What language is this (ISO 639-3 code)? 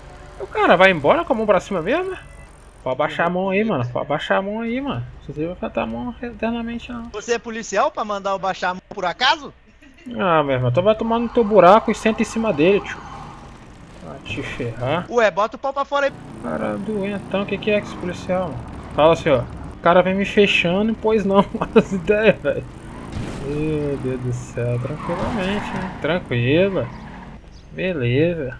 por